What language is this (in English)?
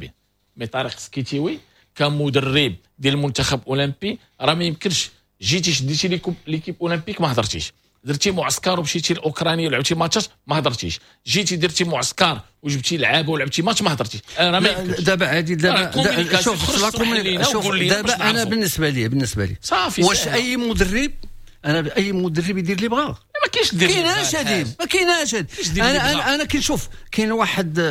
Moroccan Arabic